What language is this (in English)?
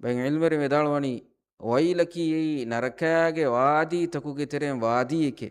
Divehi